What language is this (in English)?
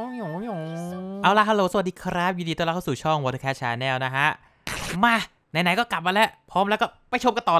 Thai